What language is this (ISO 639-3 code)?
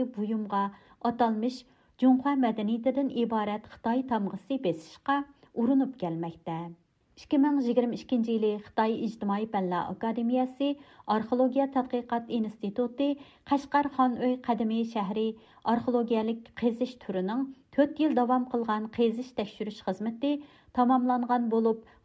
uig